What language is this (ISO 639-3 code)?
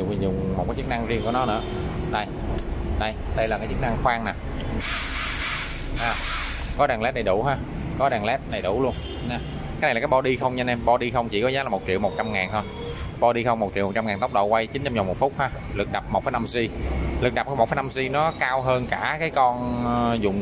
vie